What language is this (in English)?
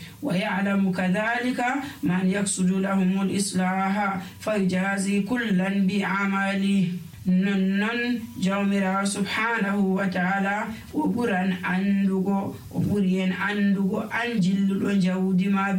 Nigerian Fulfulde